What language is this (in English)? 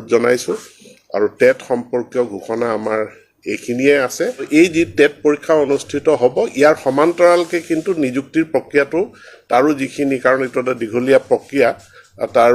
Assamese